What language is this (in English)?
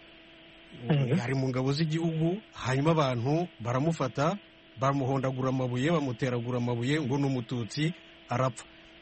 Kinyarwanda